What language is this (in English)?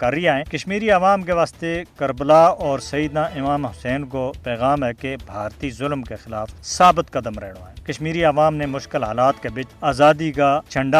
Gujari